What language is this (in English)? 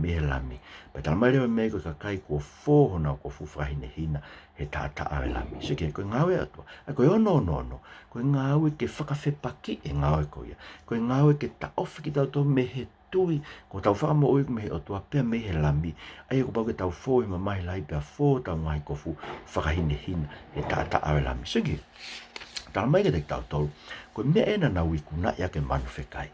Tongan